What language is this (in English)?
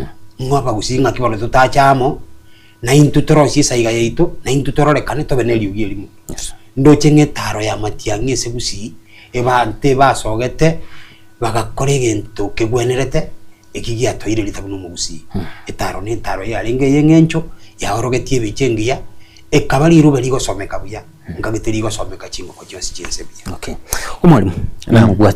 Gusii